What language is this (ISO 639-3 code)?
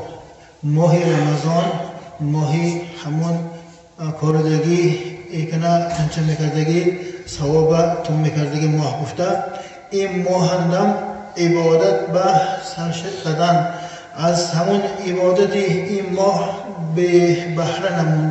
tgk